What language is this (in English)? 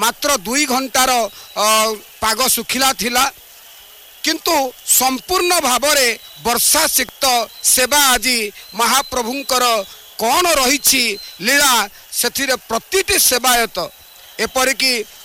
Odia